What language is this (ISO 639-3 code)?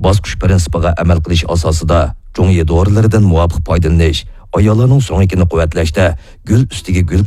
uig